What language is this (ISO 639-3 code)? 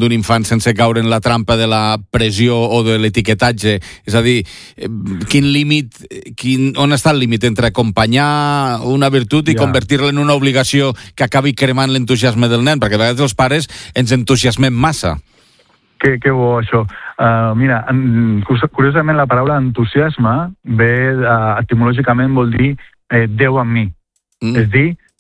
cat